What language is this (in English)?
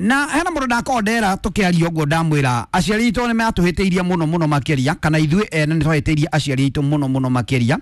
Kikuyu